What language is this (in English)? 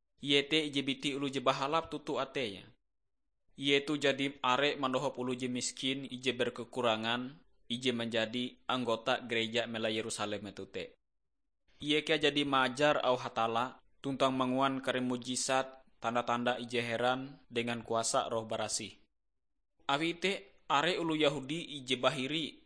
Ngaju